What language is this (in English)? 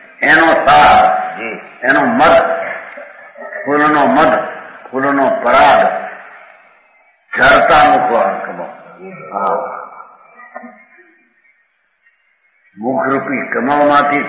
Gujarati